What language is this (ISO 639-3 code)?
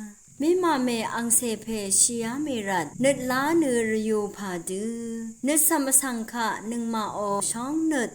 raw